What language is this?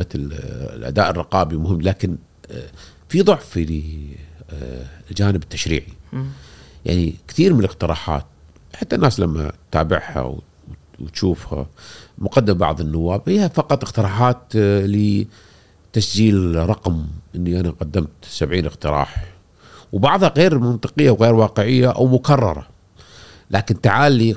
Gulf Arabic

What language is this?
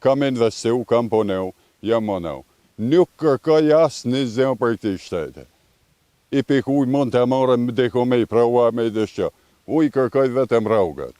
Albanian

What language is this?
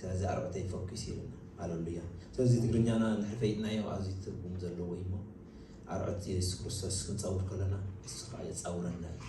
Tigrinya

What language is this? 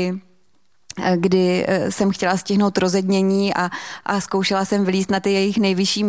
Czech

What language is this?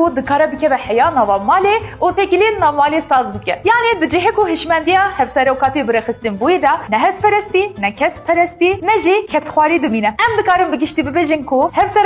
Kurdish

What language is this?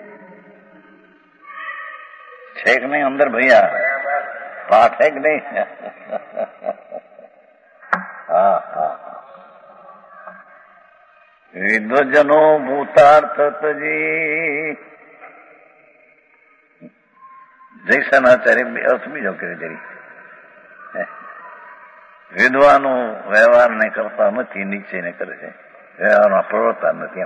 Gujarati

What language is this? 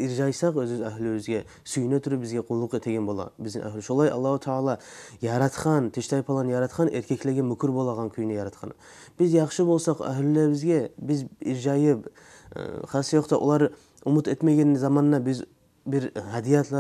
Kumyk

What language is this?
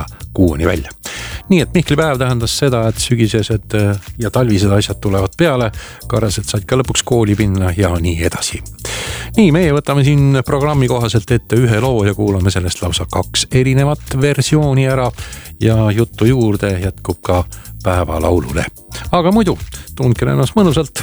Estonian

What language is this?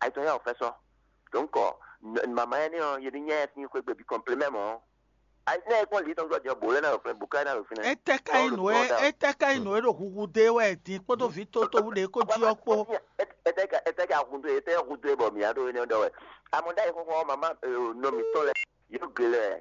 Fon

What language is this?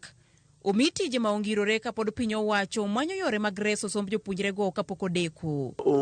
Luo (Kenya and Tanzania)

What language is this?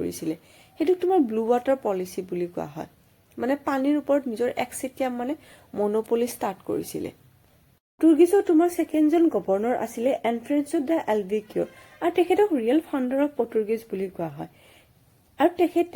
Assamese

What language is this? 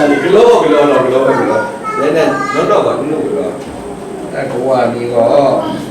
Kachin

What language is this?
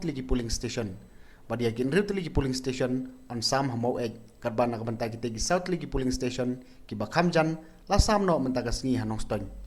Khasi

